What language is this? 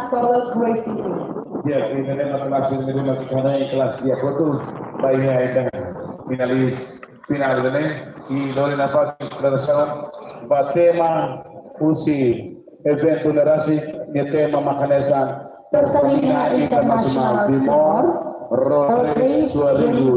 Tetum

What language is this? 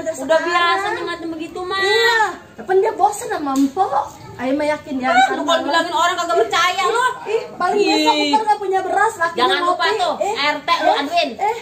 Betawi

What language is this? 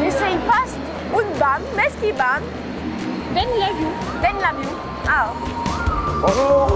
Occitan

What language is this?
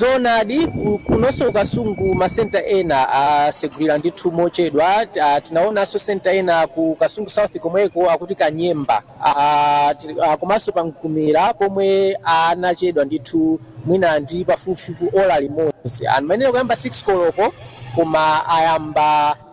Nyanja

